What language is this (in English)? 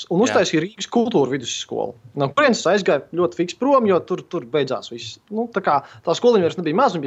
Latvian